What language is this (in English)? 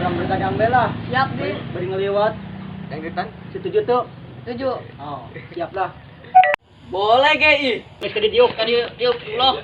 Sundanese